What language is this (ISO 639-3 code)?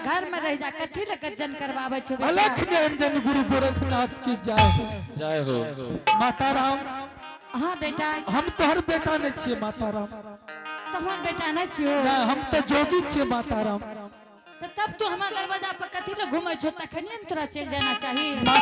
anp